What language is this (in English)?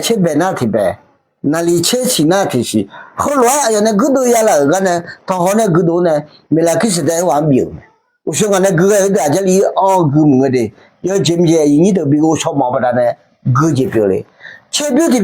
Akha